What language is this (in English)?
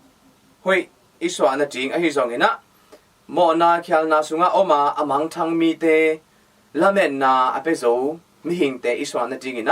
Tedim Chin